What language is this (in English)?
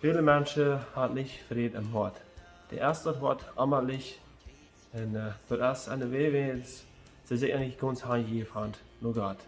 Plautdietsch